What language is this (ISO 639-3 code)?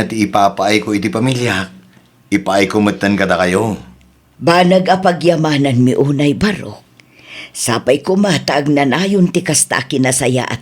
ilo